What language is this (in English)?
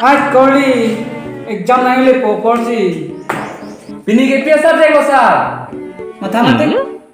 Karbi